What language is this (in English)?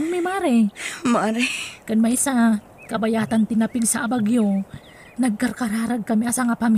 Iloko